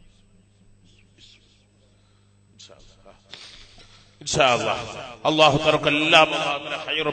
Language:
Malayalam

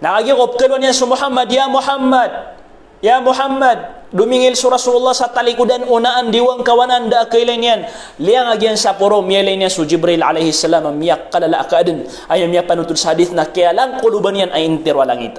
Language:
Maranao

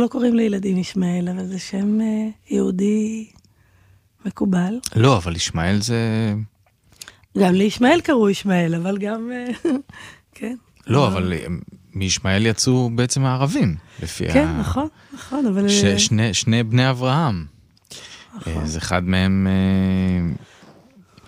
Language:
Hebrew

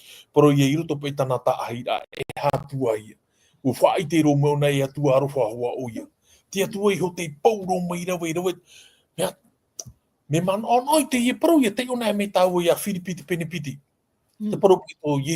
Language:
Tahitian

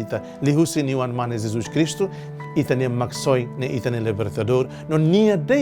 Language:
Tetum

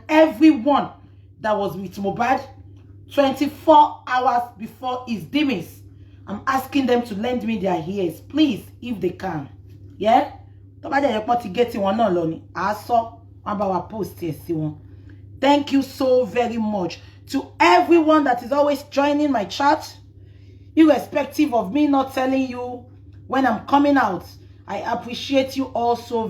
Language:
Yoruba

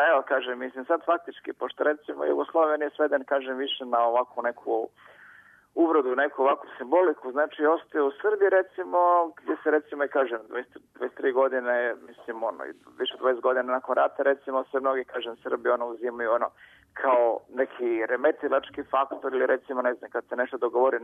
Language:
Serbian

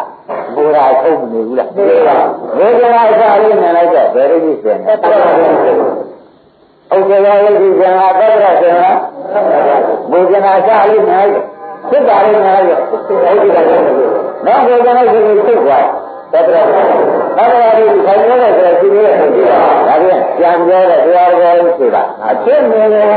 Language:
Burmese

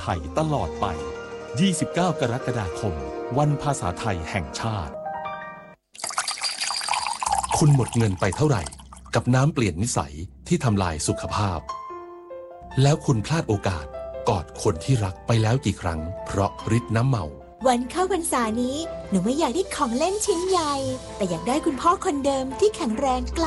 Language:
Thai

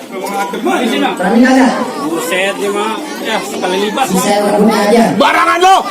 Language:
Betawi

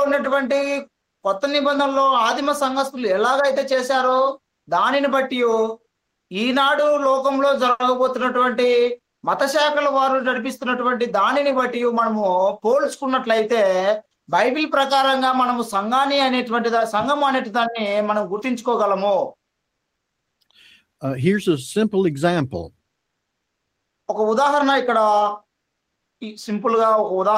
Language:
Telugu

